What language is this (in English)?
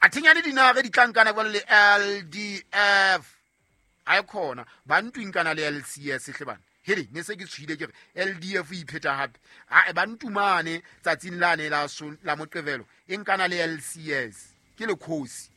Southern Sotho